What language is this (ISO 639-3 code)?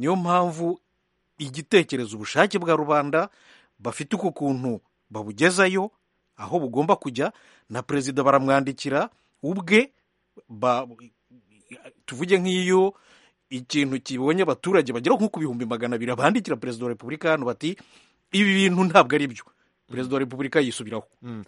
kin